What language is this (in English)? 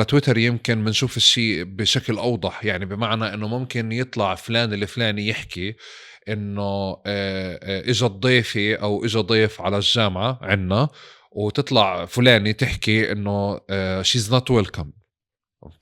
North Levantine Arabic